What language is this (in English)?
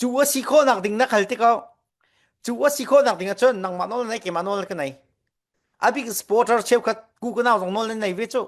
Falam Chin